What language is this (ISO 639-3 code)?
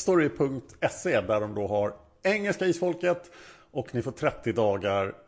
swe